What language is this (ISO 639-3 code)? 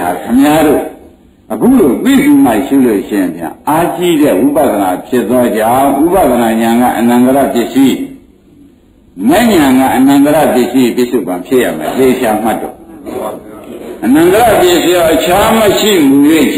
mya